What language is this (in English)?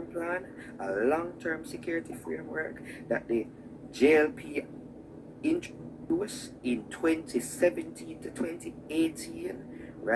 Jamaican Creole English